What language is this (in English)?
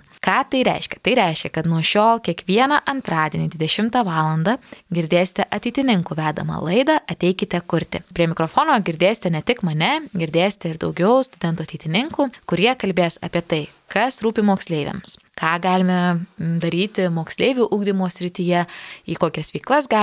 Lithuanian